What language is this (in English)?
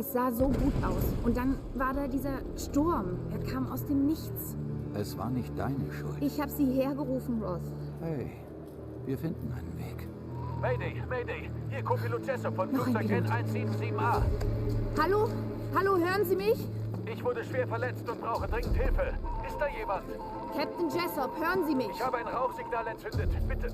Bavarian